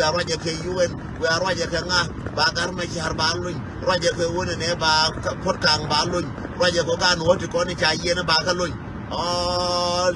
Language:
Nuer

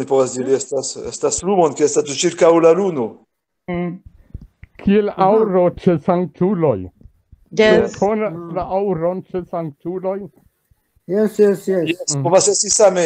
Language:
Esperanto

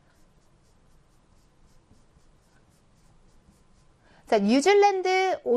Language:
Korean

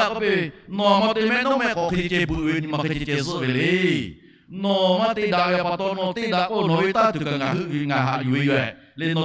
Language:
Lahu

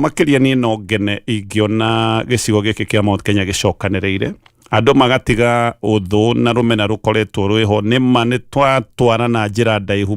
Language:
Kikuyu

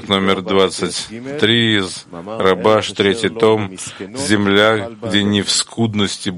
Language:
Russian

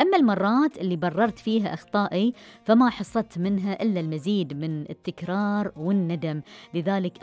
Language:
Gulf Arabic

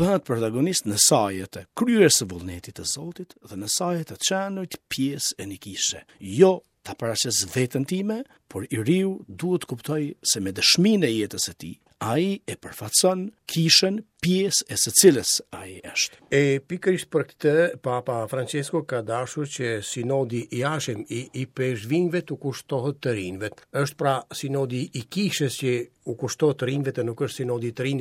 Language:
Albanian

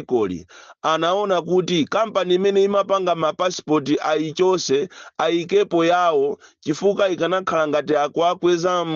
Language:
Nyanja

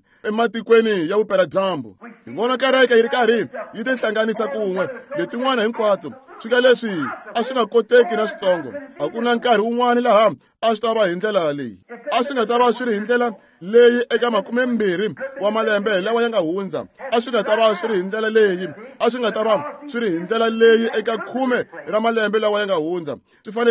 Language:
Tsonga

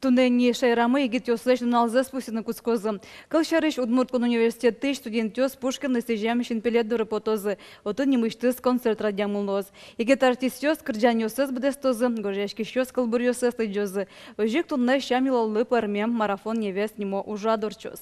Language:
Udmurt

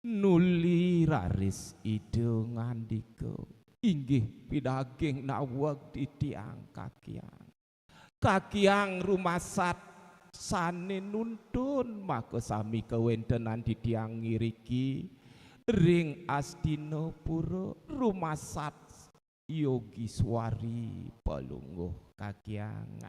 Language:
Balinese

